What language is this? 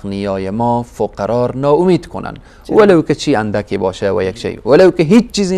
Persian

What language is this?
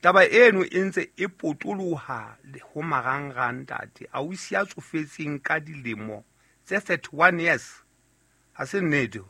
Southern Sotho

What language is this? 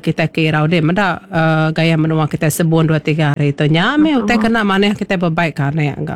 Iban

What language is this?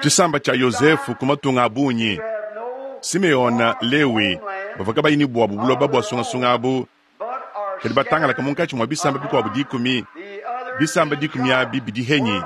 Luba-Lulua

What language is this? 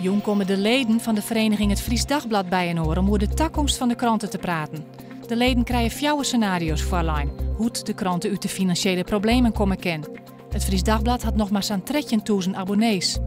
Western Frisian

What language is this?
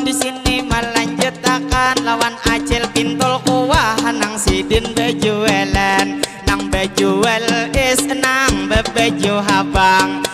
Banjar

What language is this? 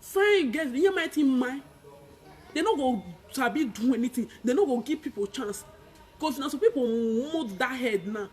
Nigerian Pidgin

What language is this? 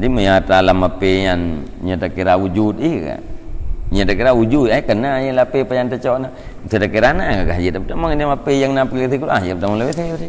Achinese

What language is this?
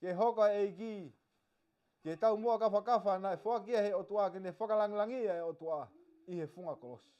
Tongan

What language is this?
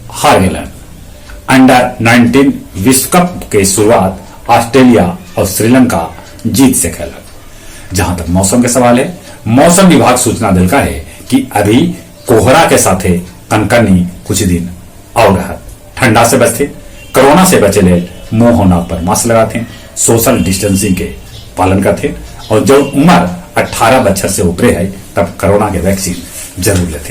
Magahi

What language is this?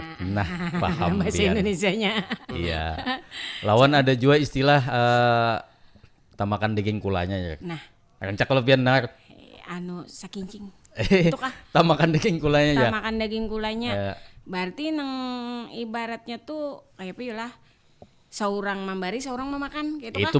Banjar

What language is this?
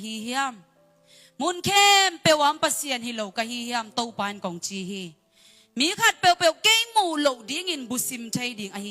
Tedim Chin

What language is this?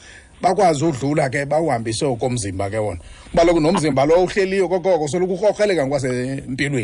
Xhosa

